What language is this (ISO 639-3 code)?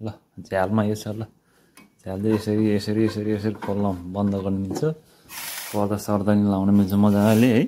nep